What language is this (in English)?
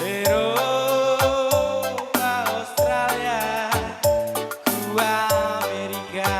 Batak Karo